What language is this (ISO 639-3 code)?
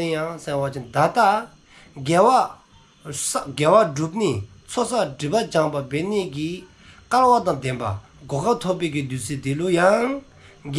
dzo